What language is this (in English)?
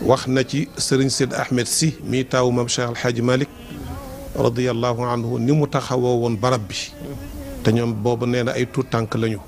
Wolof